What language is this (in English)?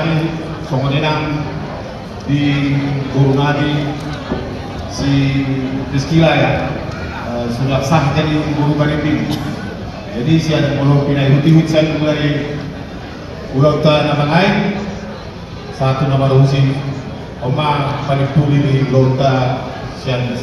Batak Toba